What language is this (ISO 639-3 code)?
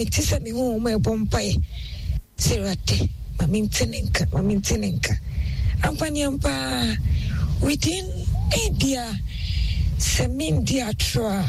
aka